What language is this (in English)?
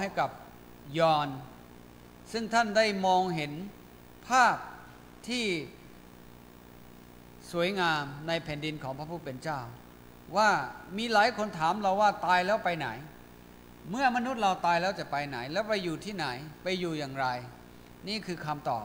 Thai